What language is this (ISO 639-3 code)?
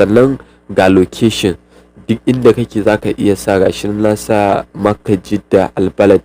hau